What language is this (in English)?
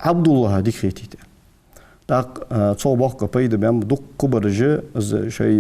Ingush